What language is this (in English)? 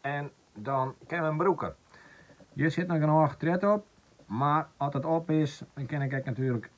Western Frisian